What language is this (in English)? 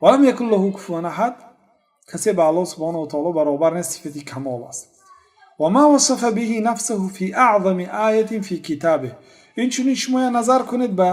Tajik